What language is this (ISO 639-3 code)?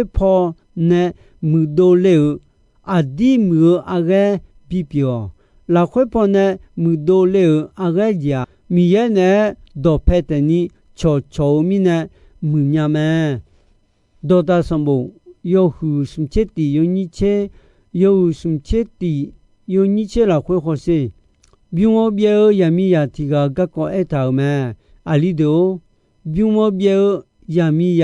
ahk